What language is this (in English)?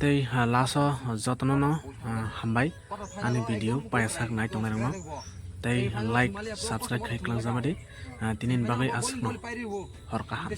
Kok Borok